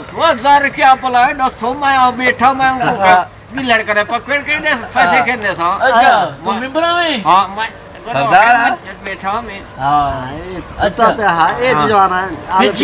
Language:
Saraiki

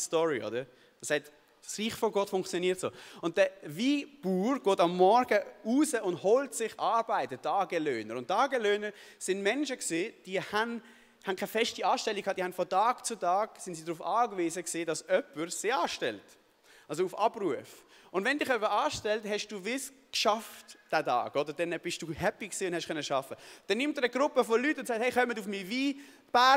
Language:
Swiss German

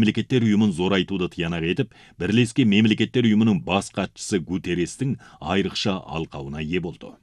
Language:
Kazakh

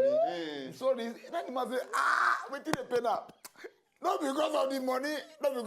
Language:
Nigerian Pidgin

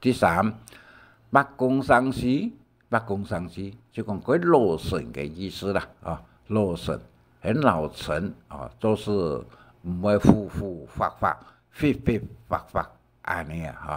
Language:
Hakka Chinese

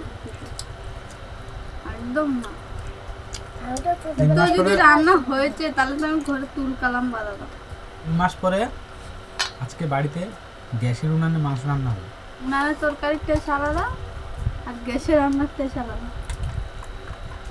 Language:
Bangla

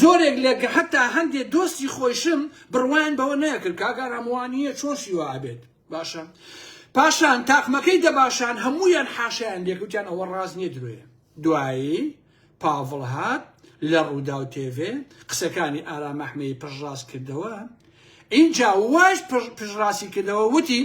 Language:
Central Kurdish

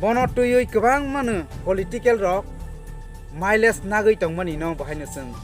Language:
Kok Borok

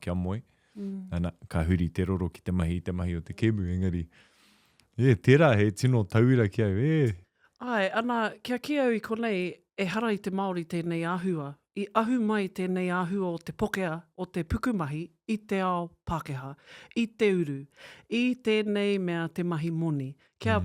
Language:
Māori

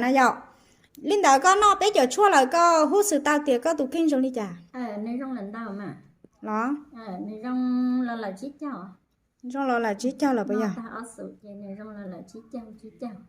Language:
Hmong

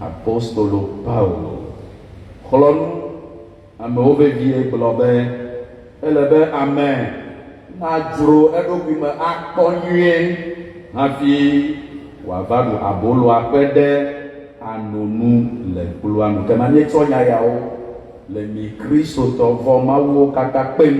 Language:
Ewe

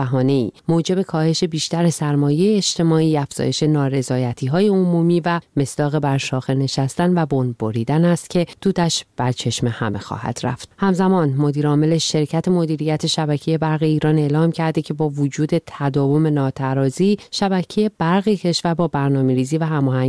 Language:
Persian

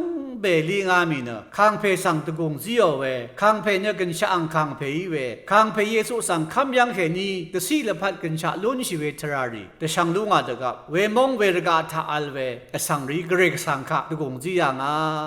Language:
Rawang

